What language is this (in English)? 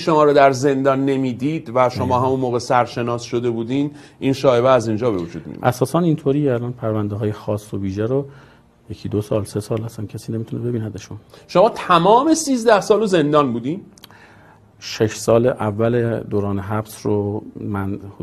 Persian